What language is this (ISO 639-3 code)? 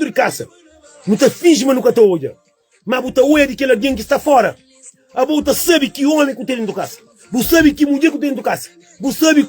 kea